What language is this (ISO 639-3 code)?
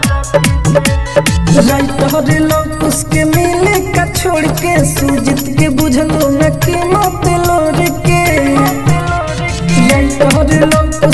bho